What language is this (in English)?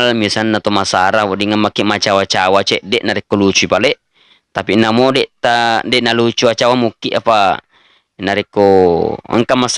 Buginese